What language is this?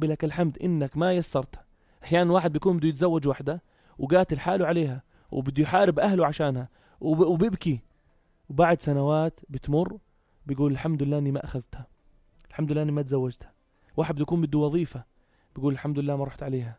North Levantine Arabic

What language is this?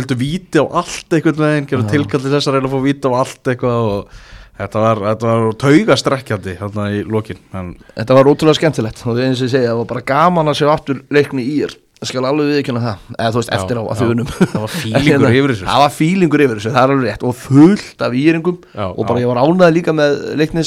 Icelandic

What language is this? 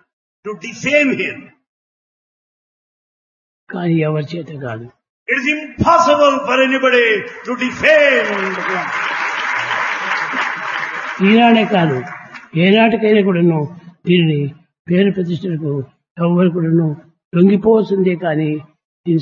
Telugu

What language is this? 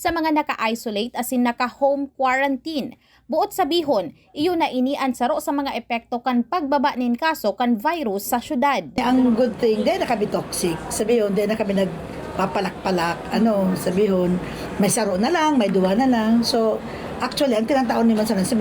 Bikol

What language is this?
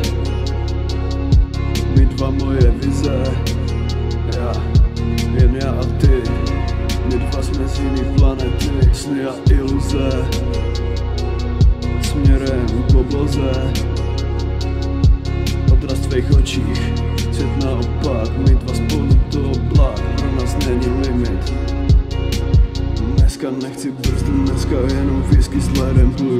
Czech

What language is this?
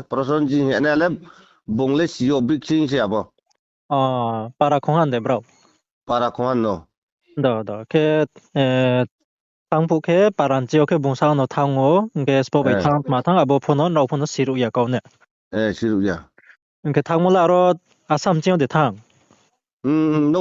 Riang (India)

